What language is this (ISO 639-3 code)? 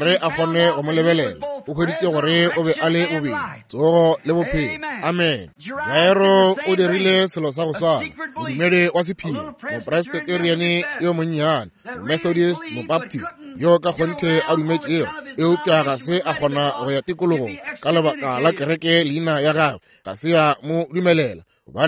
nso